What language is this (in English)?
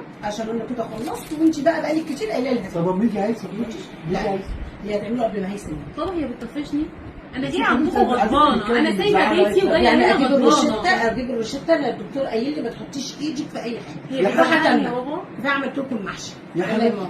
Egyptian Arabic